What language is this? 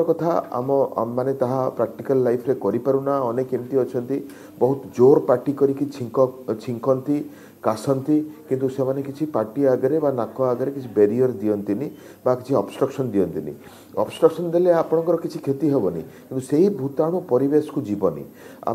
Odia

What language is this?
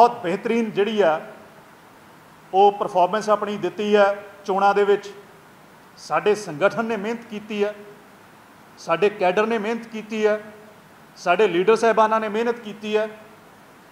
Punjabi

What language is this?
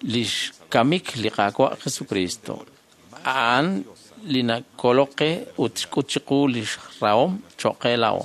Kekchí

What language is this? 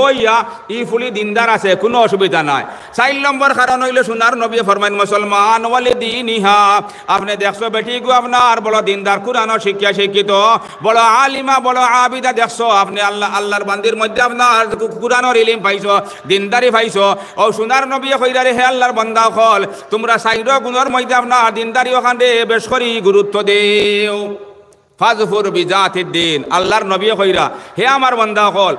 Sylheti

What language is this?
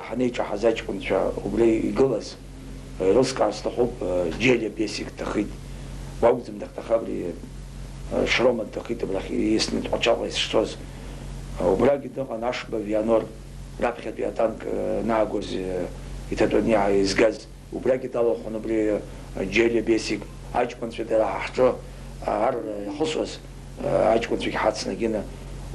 Abkhazian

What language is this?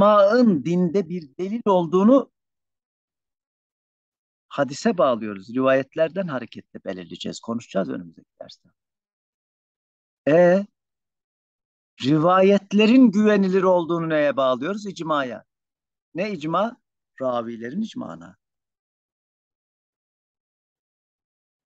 Turkish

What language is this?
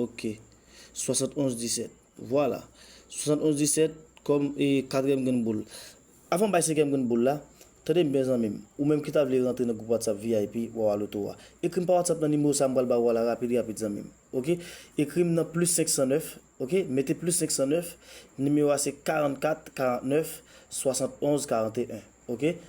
Haitian Creole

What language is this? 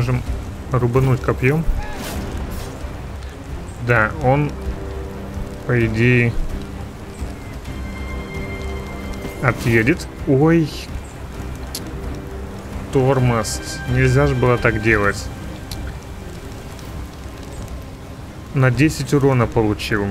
Russian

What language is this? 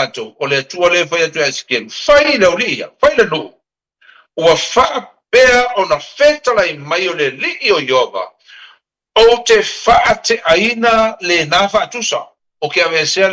Samoan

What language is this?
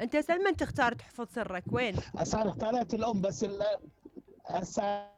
Mesopotamian Arabic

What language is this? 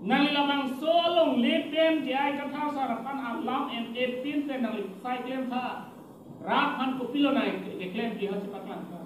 Karbi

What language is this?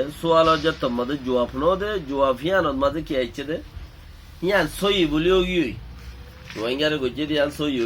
Rohingya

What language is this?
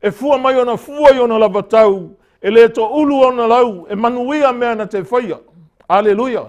Samoan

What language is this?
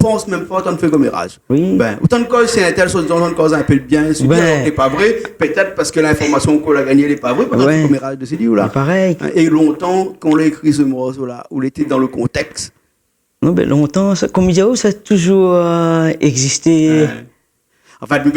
Réunion Creole French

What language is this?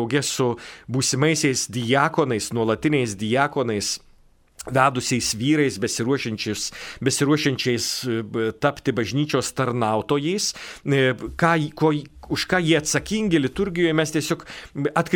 Lithuanian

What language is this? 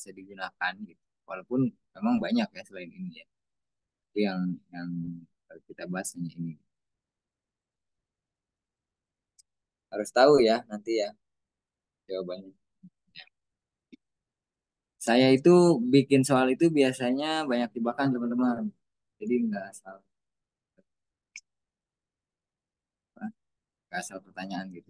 Indonesian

